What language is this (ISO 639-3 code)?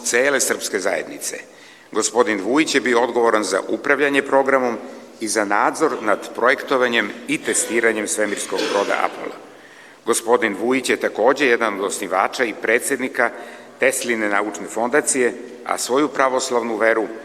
srp